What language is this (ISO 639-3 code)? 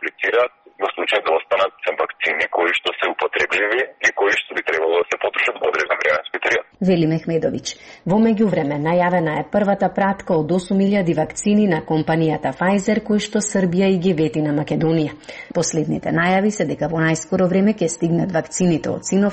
mkd